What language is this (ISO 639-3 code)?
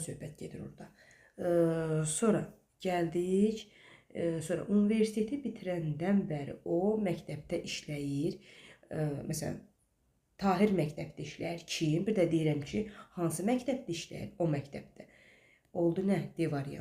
aze